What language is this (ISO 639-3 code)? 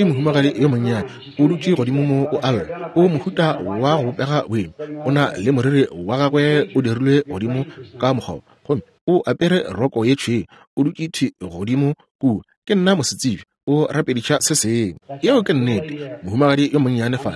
nso